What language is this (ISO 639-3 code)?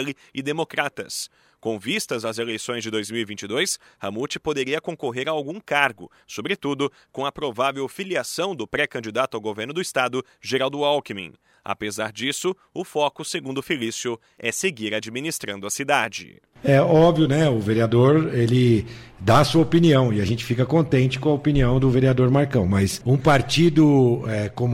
por